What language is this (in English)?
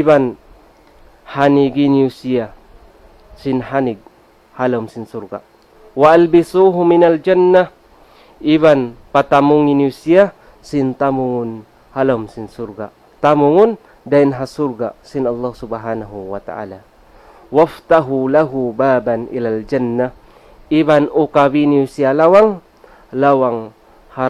Tausug